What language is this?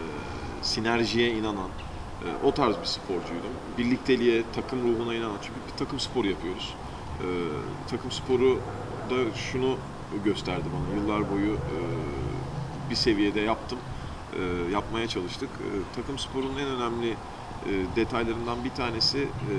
Turkish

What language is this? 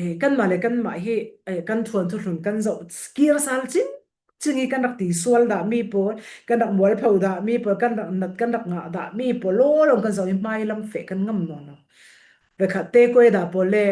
Falam Chin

